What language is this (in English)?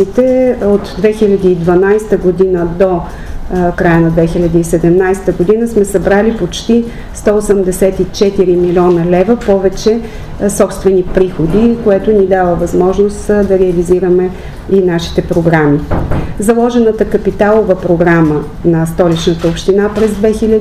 Bulgarian